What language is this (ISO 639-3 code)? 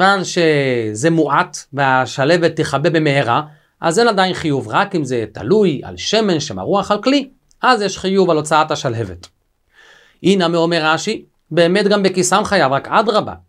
heb